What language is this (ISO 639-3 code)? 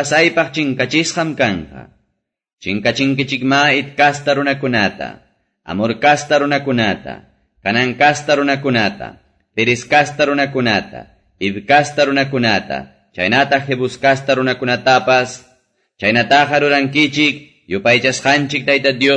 que